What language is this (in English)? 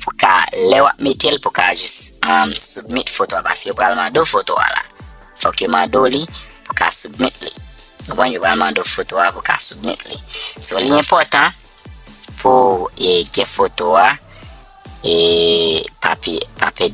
Haitian Creole